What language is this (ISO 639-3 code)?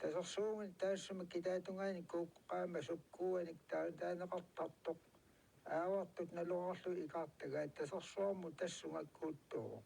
kal